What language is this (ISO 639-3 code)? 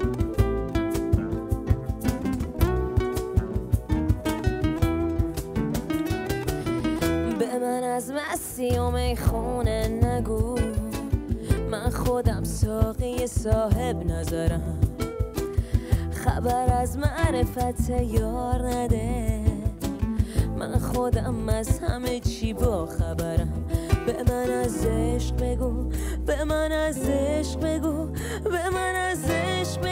fas